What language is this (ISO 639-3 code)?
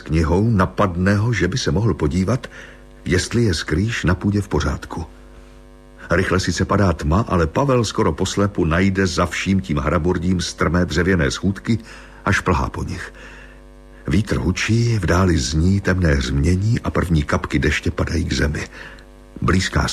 ces